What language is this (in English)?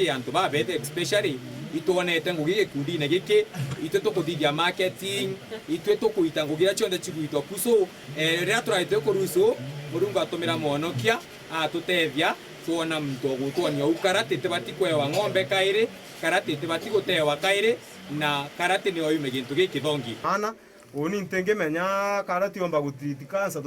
Meru